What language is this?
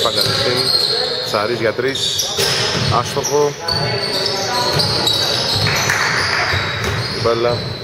Greek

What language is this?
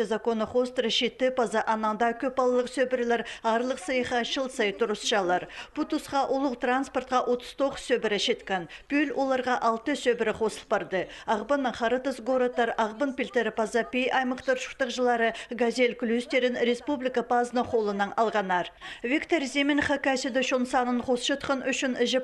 Khakas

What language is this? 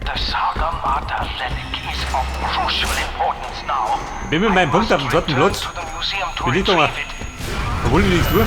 Bavarian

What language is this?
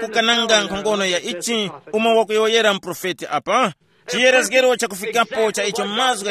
Tumbuka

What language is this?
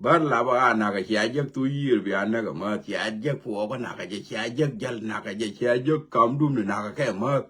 Nuer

